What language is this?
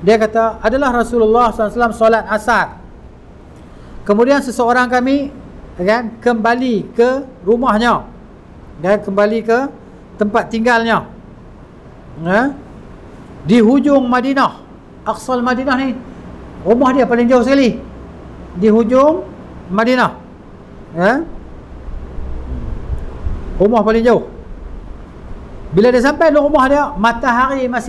Malay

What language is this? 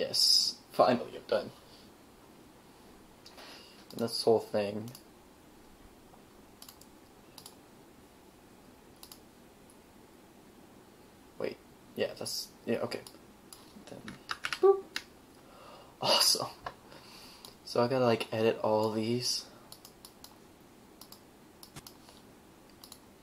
English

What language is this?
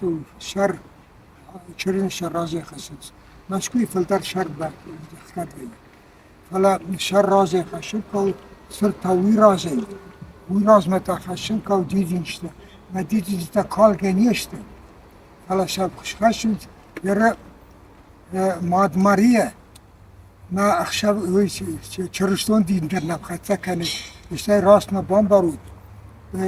Ossetic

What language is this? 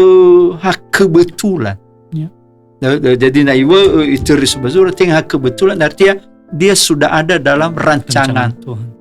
Nias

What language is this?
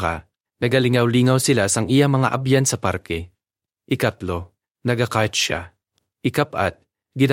Hiligaynon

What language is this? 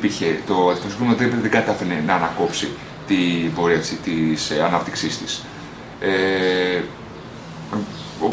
Greek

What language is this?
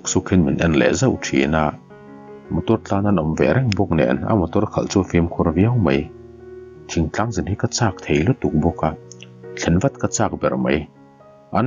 Mizo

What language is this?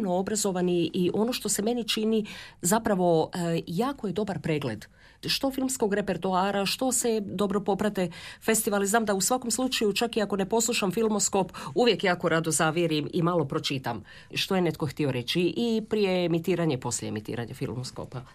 Croatian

